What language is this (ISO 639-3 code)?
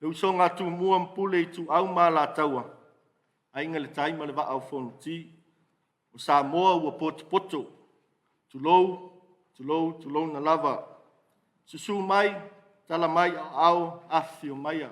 smo